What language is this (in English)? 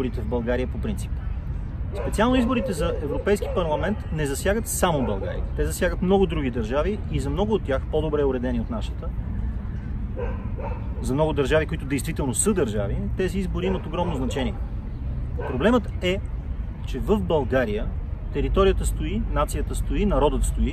Bulgarian